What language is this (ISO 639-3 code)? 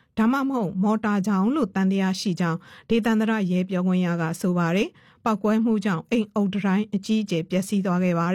mya